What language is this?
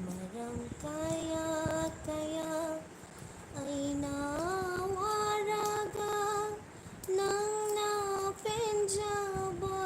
Manipuri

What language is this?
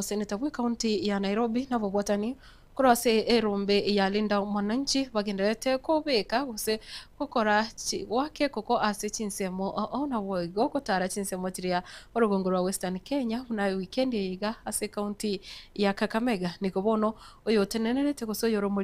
Gusii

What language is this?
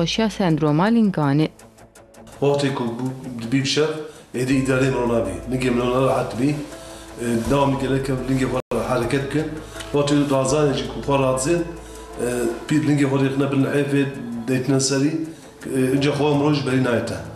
Kurdish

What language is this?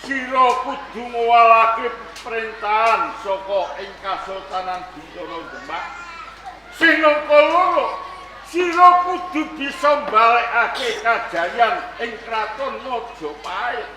Javanese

